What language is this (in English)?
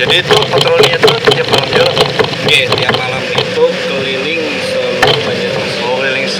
Banjar